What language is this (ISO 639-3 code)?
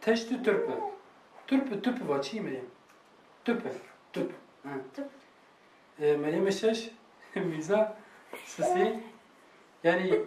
kur